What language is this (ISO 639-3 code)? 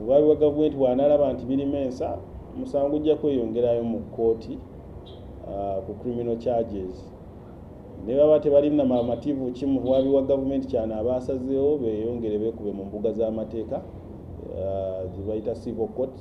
lug